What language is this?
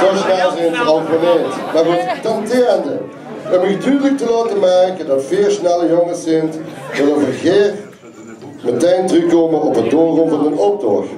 Limburgish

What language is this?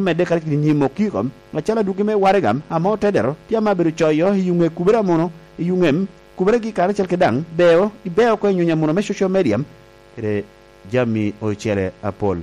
Lango (Uganda)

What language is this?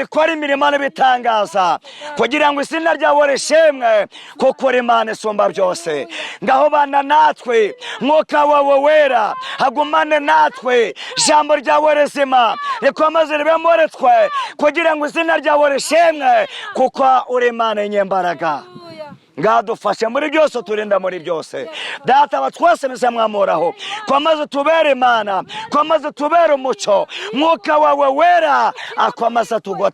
Kinyarwanda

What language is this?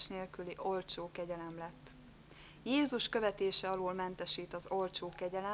Hungarian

